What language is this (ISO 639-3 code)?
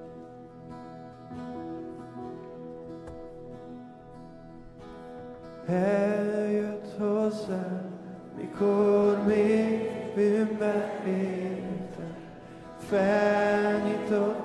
hun